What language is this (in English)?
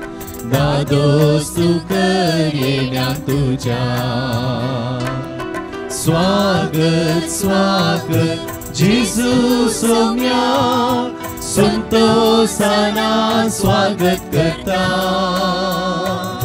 Konkani